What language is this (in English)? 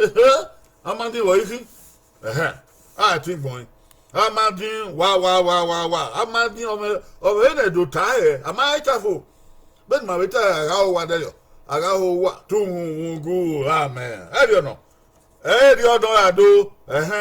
Bini